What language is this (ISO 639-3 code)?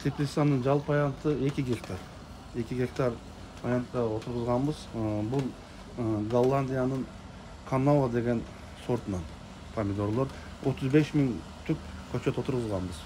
kir